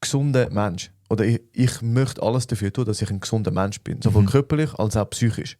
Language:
Swiss German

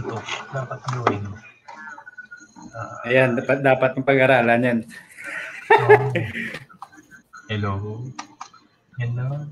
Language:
Filipino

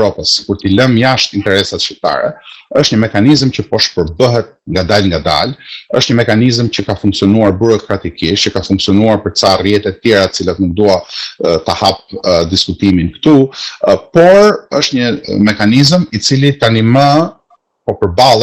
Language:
Albanian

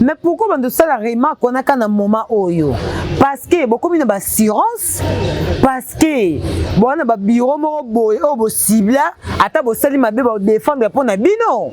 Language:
Lingala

